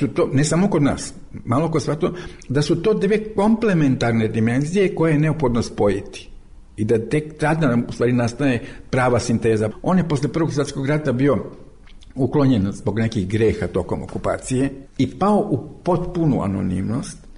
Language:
Serbian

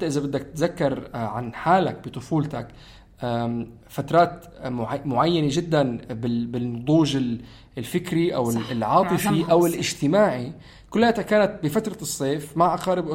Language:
North Levantine Arabic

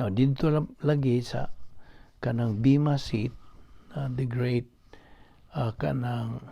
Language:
Cebuano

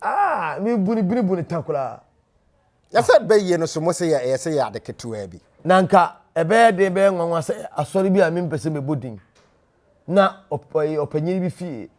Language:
Akan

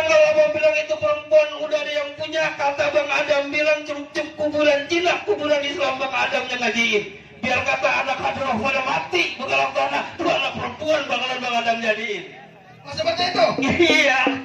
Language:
Betawi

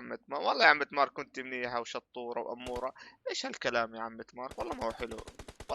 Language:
North Levantine Arabic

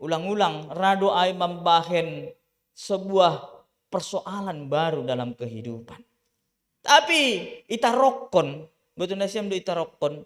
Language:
Batak Simalungun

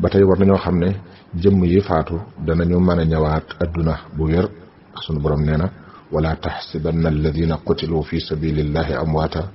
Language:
Wolof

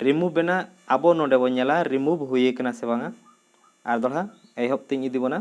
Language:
Santali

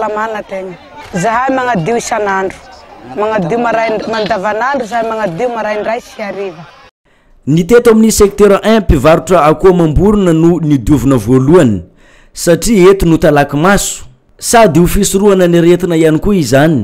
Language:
Malagasy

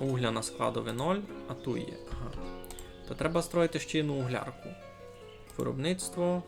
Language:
Rusyn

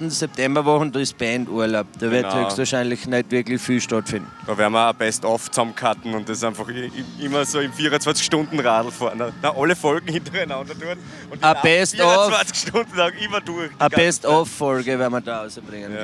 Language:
Bavarian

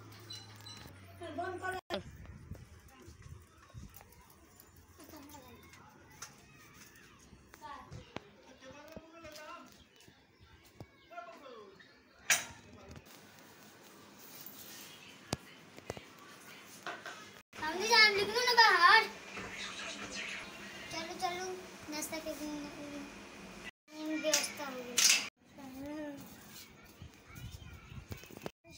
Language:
Bhojpuri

